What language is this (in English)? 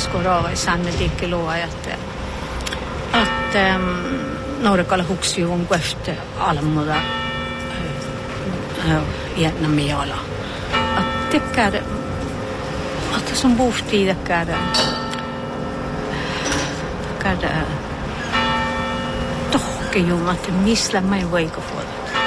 Northern Sami